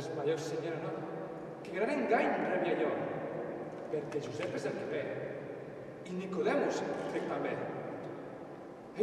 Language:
Catalan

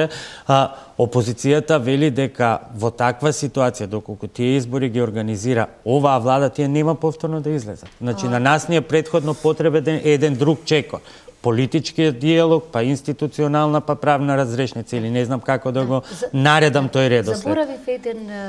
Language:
Macedonian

